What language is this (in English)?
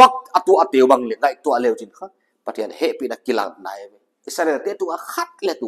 Paite Chin